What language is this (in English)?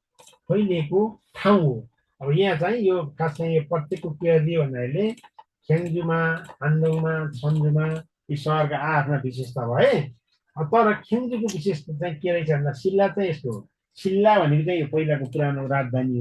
Nepali